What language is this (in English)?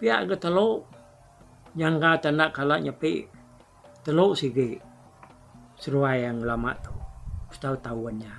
Iban